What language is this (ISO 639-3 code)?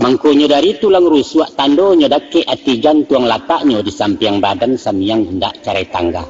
min